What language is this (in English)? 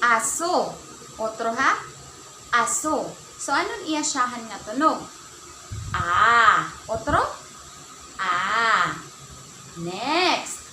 Waray